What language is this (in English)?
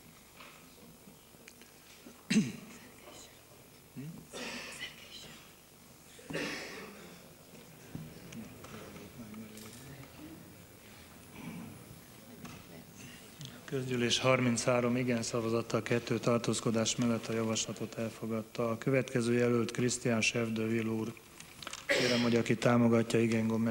Hungarian